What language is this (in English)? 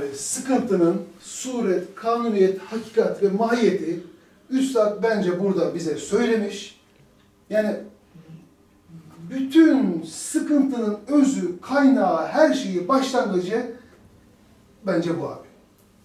Turkish